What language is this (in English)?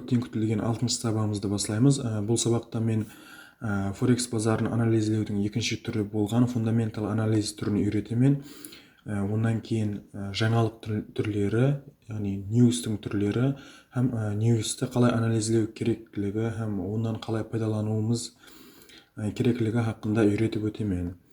Kara-Kalpak